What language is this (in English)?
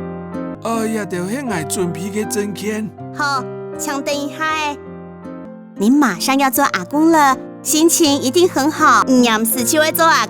Hakka Chinese